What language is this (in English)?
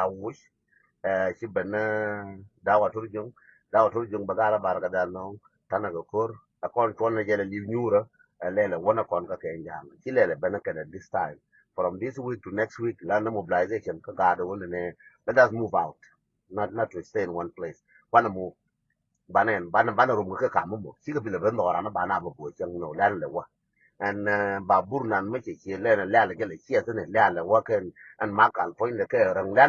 Nuer